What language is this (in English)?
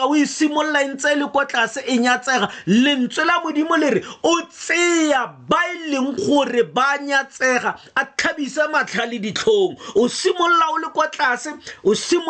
Tswana